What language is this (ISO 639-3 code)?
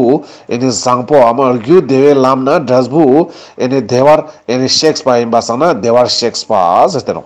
lbj